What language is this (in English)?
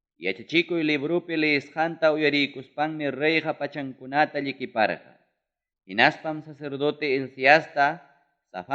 Ayacucho Quechua